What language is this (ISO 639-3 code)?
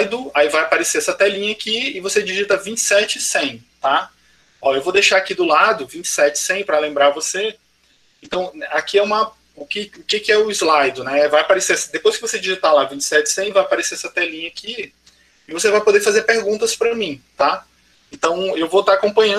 por